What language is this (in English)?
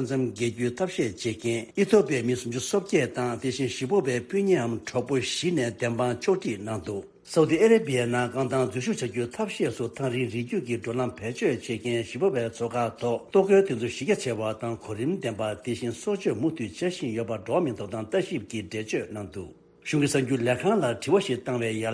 Tibetan